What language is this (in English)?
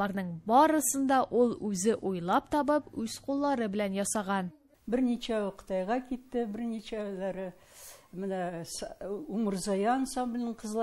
Tatar